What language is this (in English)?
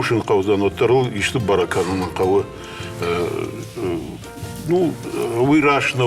Ossetic